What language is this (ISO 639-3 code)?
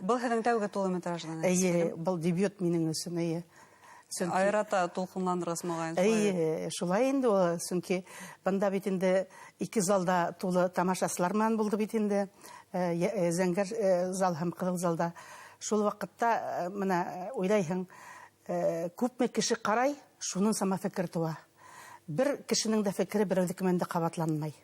bak